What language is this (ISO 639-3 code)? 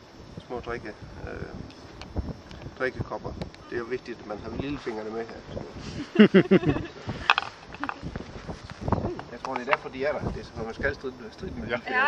dan